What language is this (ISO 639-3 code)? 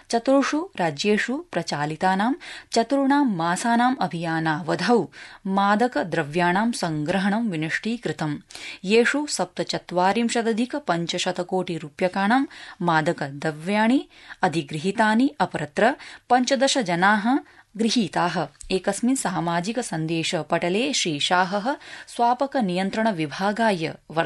san